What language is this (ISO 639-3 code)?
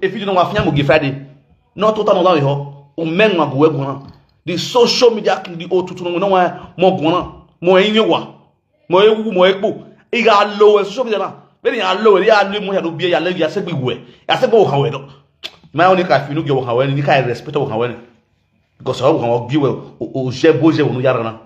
pcm